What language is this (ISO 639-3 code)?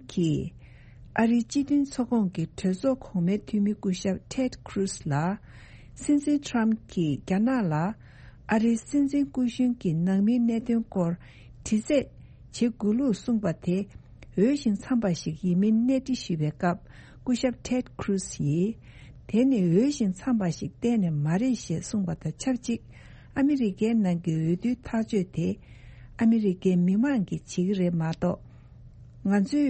bod